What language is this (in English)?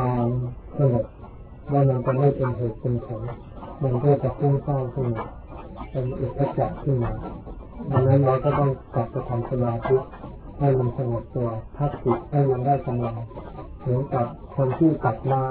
Thai